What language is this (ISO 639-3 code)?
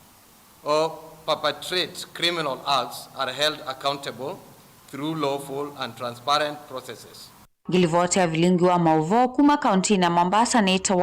kam